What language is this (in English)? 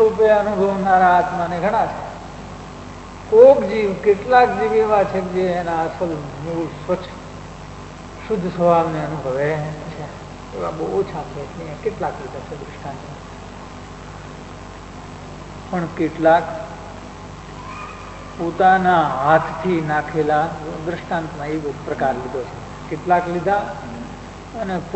Gujarati